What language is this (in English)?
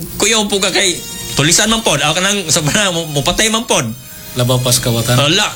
Cebuano